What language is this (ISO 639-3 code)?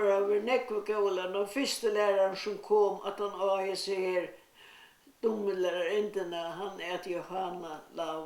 fao